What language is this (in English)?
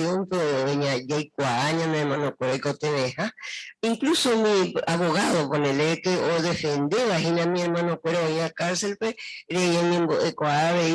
Guarani